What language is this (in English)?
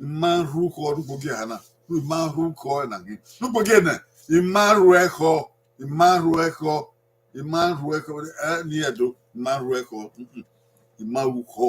Bini